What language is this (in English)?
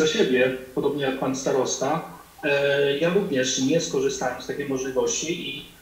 Polish